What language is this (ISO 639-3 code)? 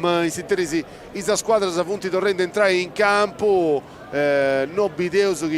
srd